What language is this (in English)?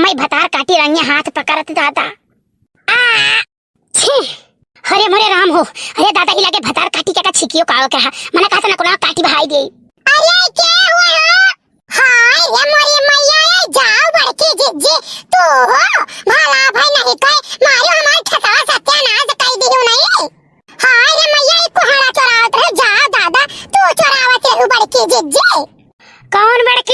Awadhi